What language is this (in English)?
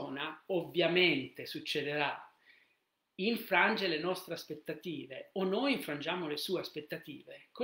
Italian